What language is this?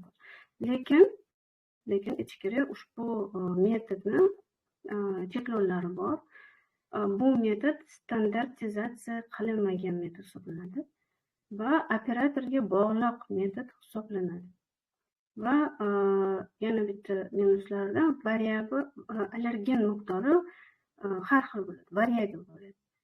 Uzbek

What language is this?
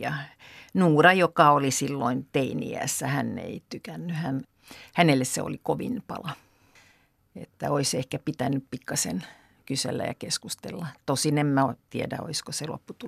Finnish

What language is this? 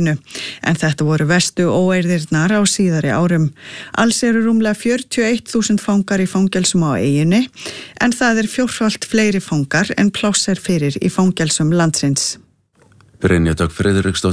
Icelandic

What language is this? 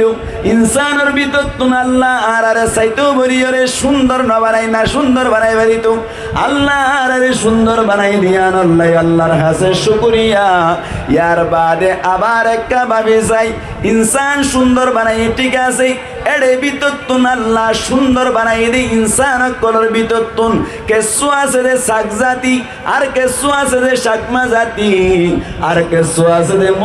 Rohingya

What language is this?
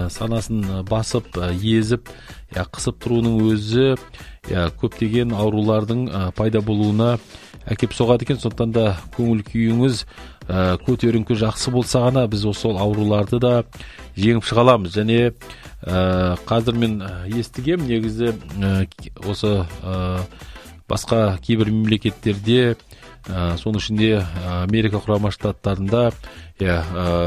Kazakh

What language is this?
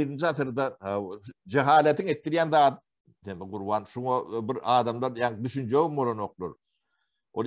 Turkmen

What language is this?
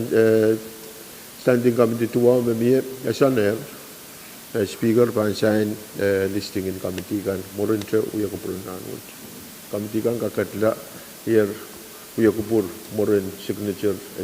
Pohnpeian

